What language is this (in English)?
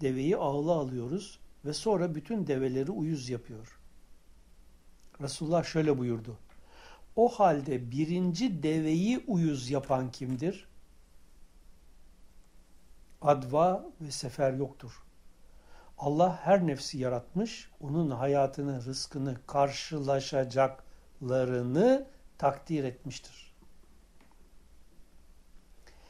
Turkish